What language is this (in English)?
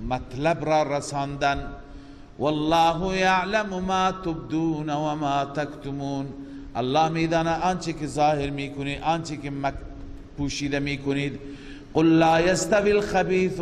Persian